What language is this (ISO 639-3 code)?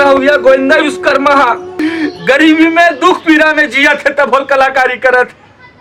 hne